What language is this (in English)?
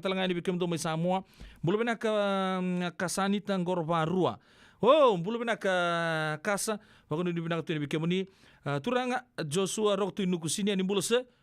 Fijian